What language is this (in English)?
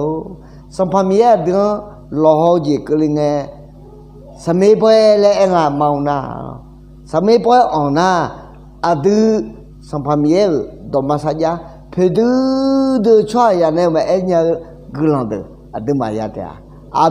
Akha